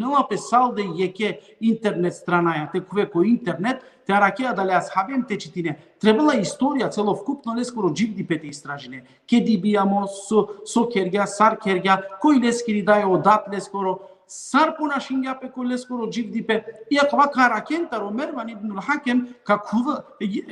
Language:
Balkan Romani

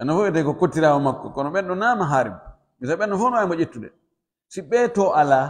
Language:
Pular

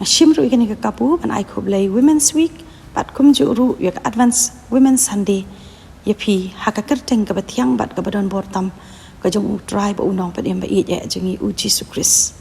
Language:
Khasi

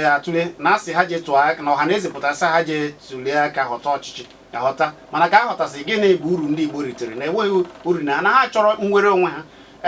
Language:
Igbo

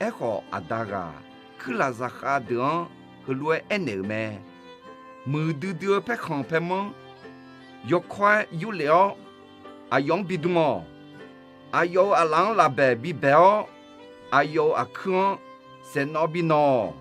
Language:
Akha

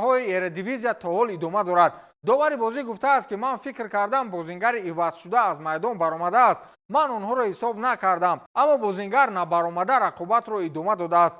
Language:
Tajik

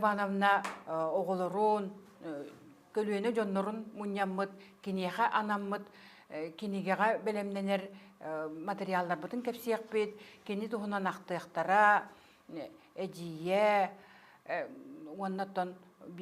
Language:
Yakut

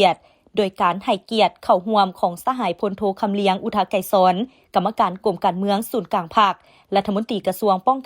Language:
Lao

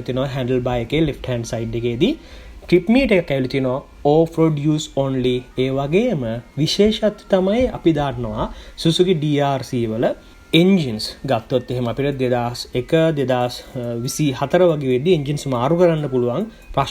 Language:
Sinhala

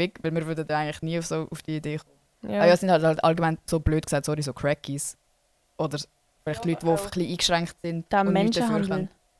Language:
Swiss German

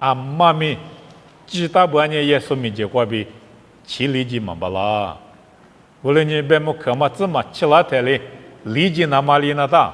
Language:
Lisu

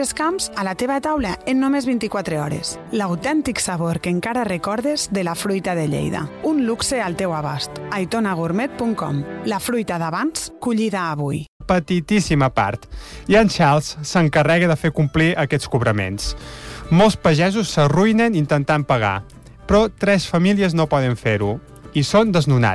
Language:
Catalan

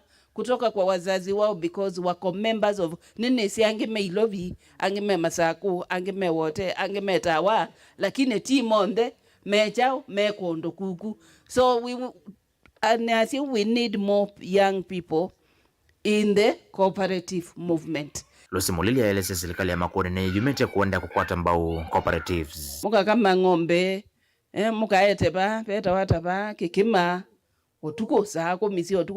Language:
Kamba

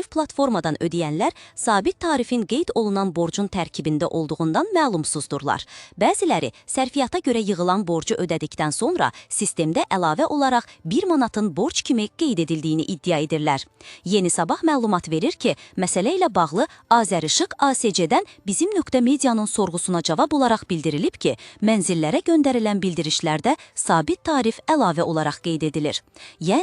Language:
Azerbaijani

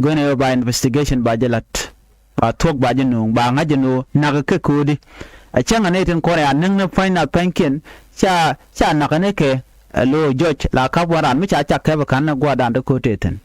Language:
Nuer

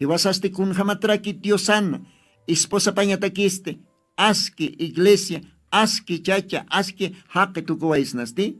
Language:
Aymara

